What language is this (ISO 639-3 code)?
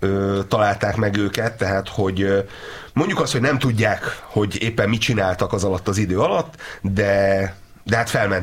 hun